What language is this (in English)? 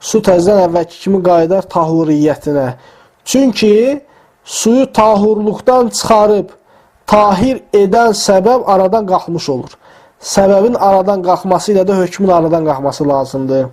Azerbaijani